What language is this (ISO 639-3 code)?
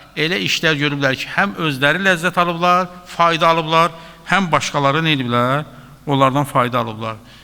aze